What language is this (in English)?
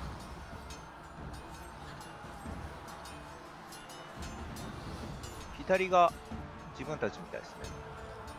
Japanese